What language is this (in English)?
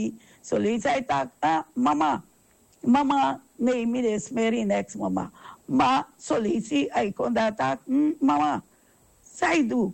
Sranan Tongo